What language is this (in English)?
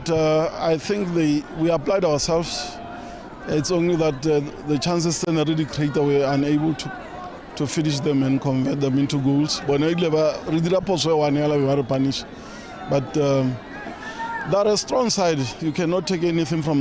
Tswana